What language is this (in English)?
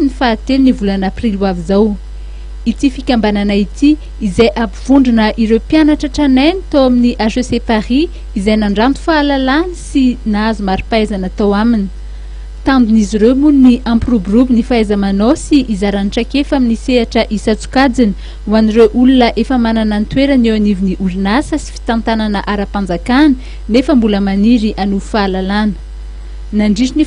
Malagasy